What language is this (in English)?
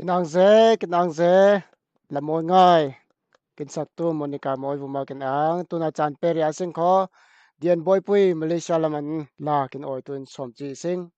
Falam Chin